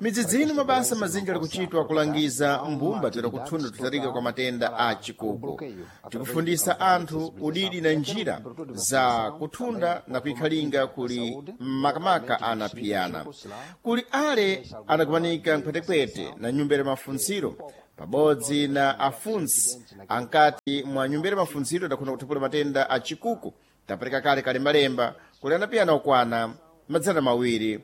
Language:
Sena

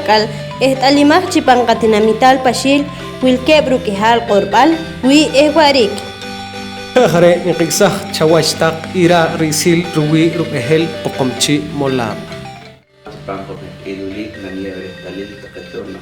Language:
Poqomchi'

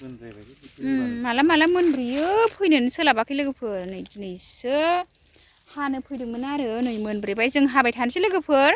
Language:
Bodo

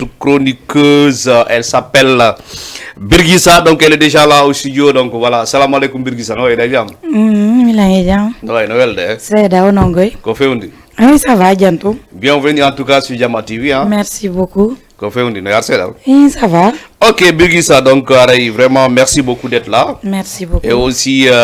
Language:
Fula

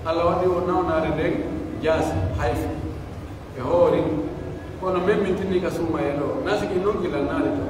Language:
Pular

